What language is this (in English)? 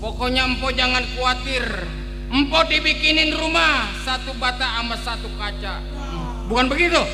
Betawi